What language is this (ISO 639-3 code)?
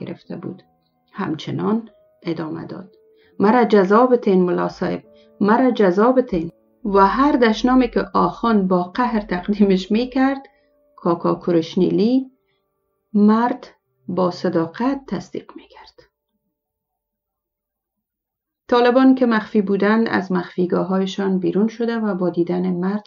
fas